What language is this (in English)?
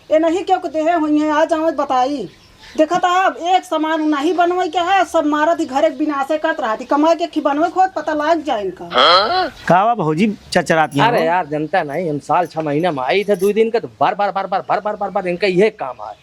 Awadhi